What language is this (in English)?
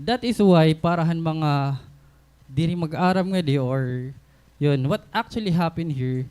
Waray